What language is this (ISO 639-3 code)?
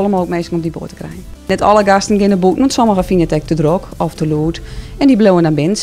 fry